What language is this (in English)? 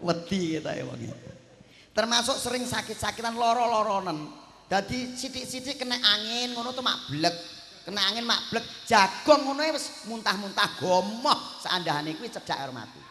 Javanese